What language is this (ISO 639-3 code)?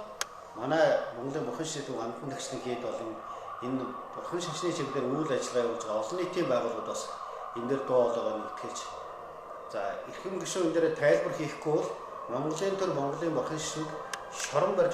mon